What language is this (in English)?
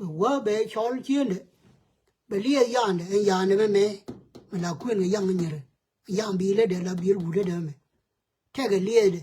Nuer